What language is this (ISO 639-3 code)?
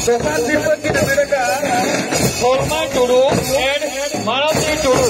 sat